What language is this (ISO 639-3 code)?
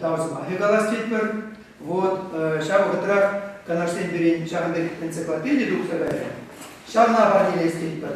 chv